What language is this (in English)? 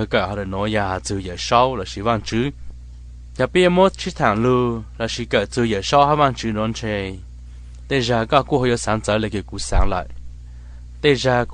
Hmong